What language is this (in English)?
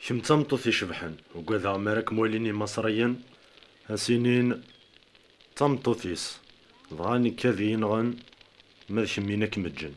Kabyle